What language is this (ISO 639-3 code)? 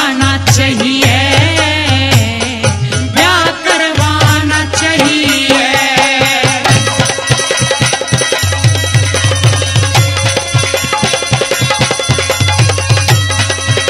bgc